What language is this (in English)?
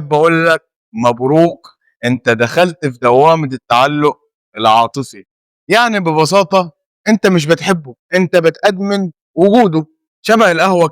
Egyptian Arabic